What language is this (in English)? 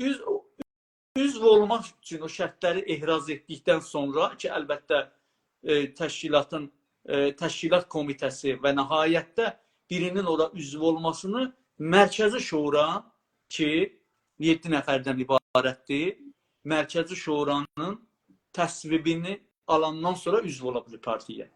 South Azerbaijani